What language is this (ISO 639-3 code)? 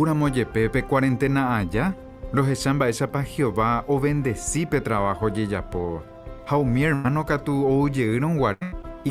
grn